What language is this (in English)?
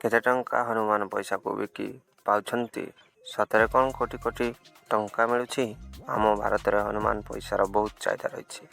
Odia